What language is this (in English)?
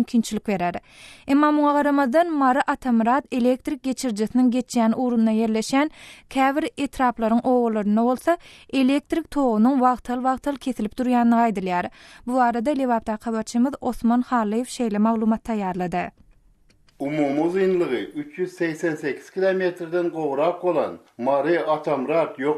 Turkmen